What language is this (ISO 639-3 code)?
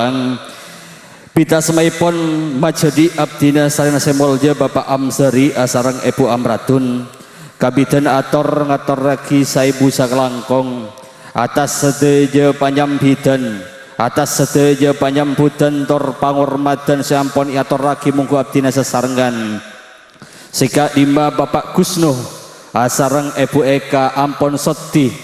mad